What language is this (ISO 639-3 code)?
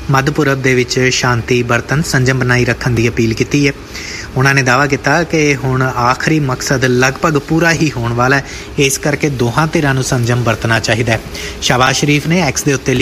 pan